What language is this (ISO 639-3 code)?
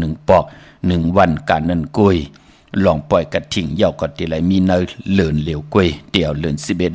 shn